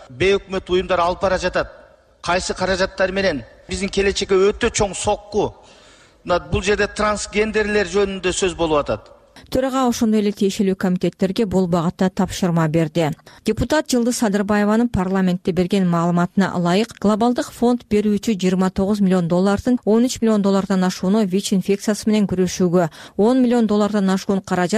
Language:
Kyrgyz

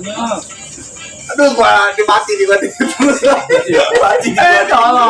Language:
Betawi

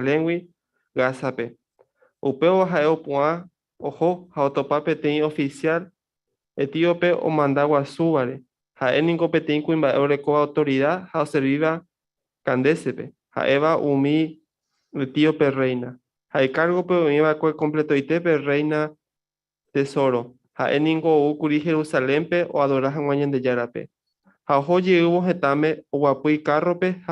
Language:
Guarani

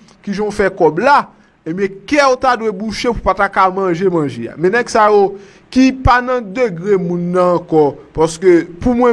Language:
Haitian Creole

